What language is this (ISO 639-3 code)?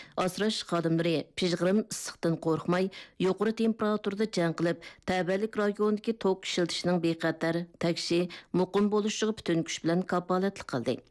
uig